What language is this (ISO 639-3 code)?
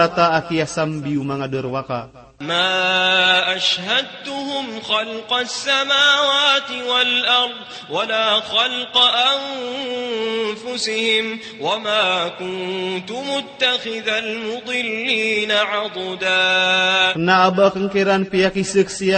mrw